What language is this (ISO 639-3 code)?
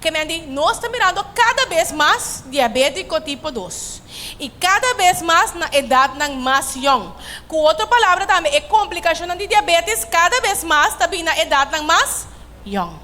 pap